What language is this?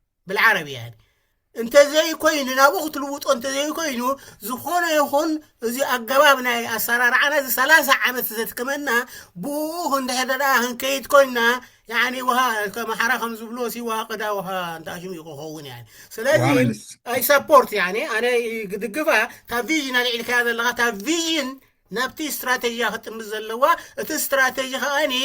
Tigrinya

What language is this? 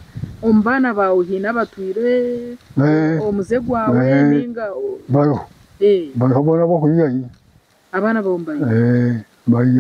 Nyankole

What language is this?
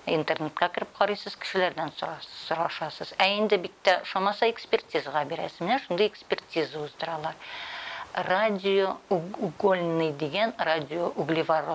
Tatar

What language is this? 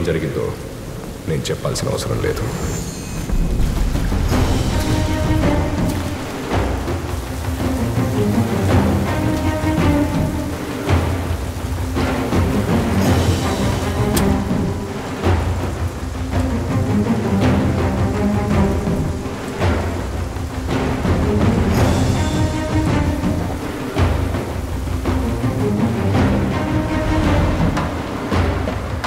Telugu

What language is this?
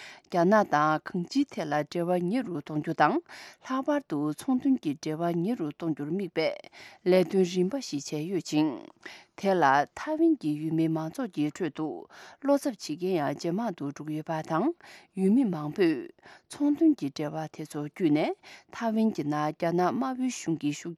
Tibetan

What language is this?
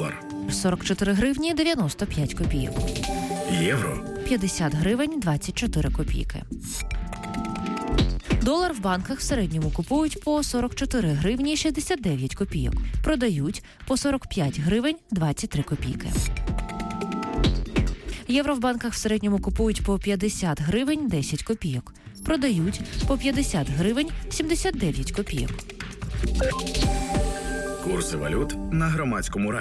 Ukrainian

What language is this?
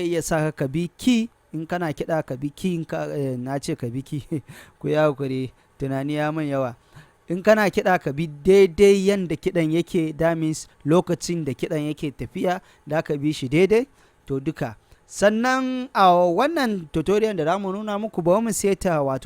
Hausa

